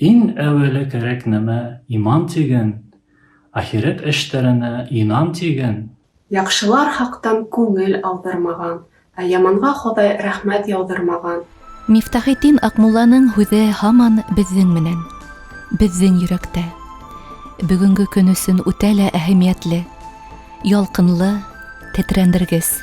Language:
Bashkir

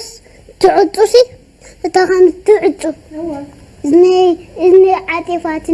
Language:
Tigrinya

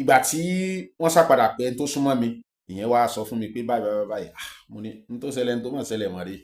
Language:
Yoruba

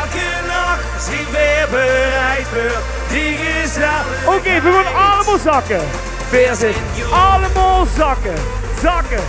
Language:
Limburgish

